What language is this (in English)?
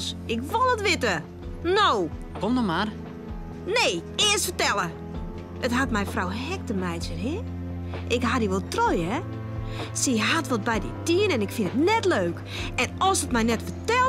Western Frisian